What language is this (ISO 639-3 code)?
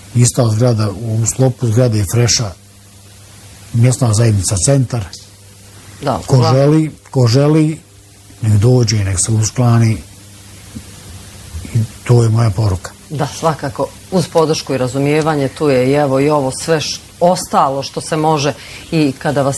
bos